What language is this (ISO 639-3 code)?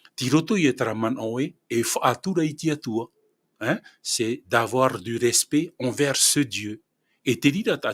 tah